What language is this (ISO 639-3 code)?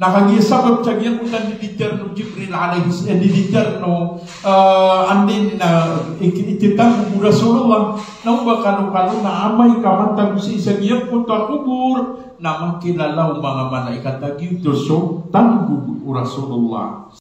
mrw